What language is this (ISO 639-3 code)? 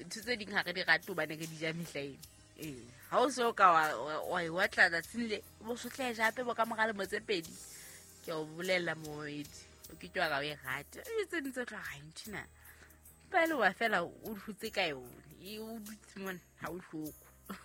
sot